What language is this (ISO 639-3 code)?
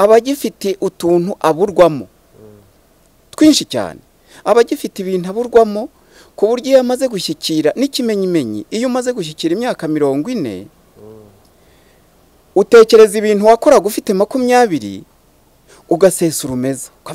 kin